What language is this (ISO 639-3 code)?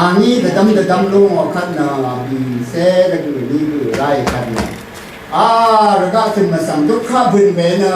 raw